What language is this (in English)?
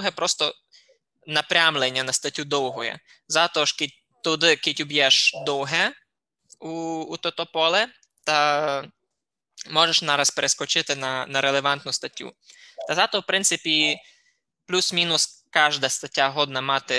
Rusyn